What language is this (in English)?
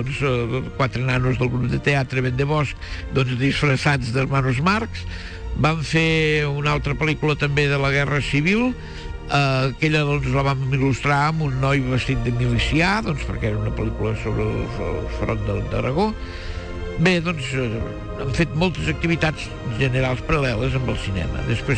Catalan